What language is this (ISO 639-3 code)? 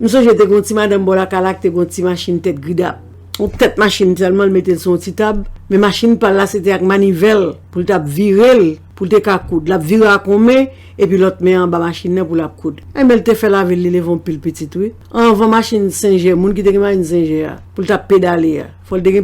hat